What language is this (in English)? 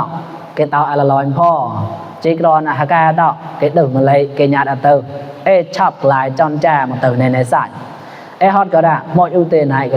Mon